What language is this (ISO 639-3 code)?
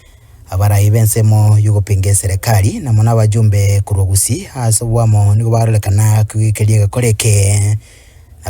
guz